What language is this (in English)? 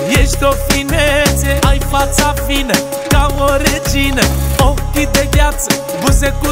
Romanian